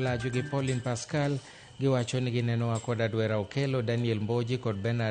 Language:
Luo (Kenya and Tanzania)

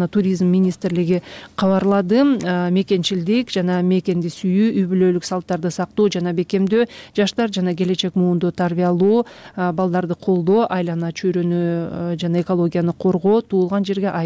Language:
Kyrgyz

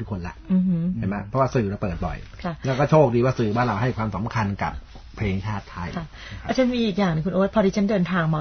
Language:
Thai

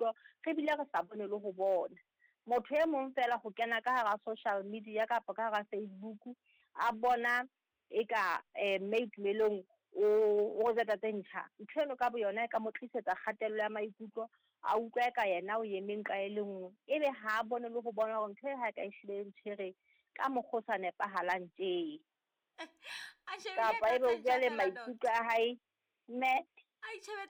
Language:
Southern Sotho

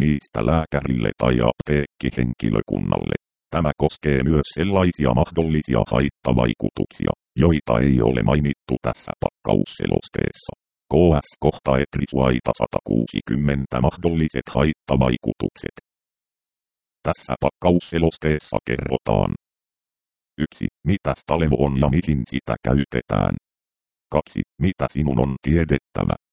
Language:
Finnish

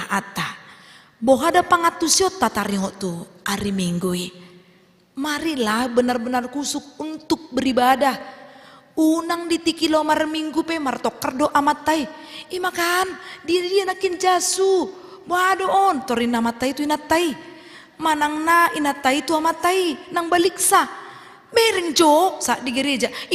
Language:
Batak Toba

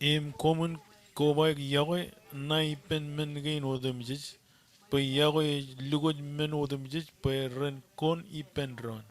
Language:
Marshallese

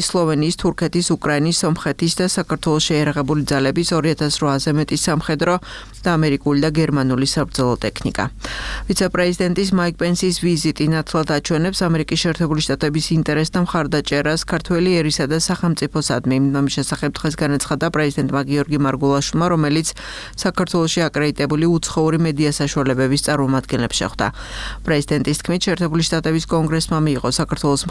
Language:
Georgian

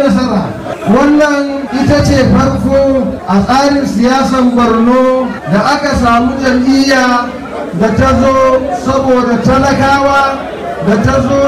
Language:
Hausa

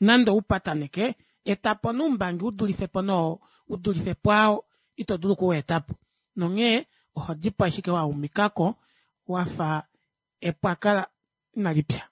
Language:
Kuanyama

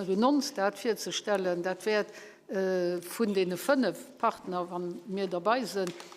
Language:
Luxembourgish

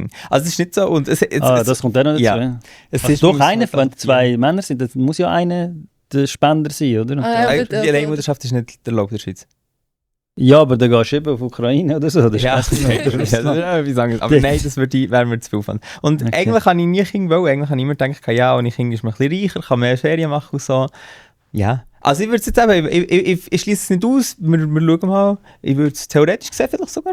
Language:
Swiss German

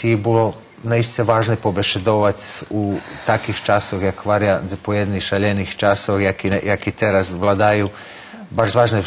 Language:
Rusyn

